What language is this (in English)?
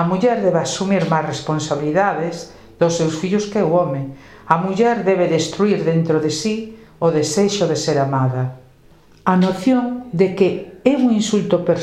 Galician